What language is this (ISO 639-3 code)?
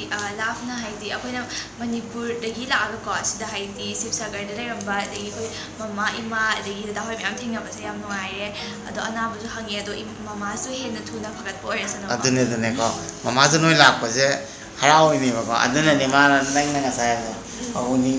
mni